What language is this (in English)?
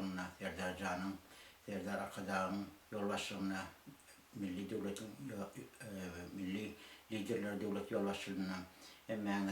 Turkmen